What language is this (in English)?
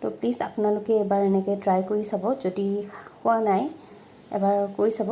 Assamese